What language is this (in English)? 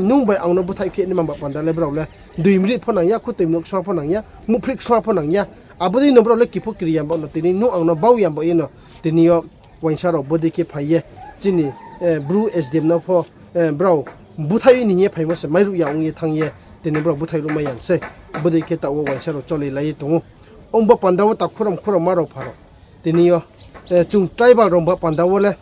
Riang (India)